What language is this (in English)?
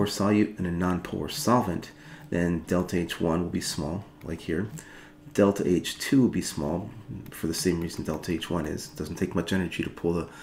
English